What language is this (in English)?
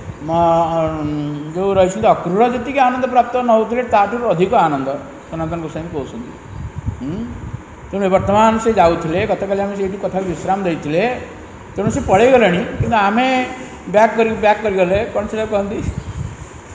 Odia